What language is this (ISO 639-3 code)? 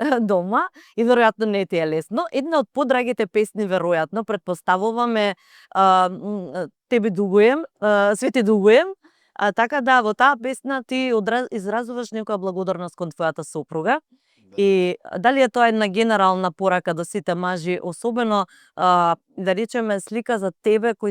mkd